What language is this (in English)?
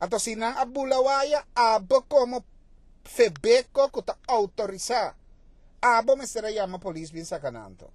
Papiamento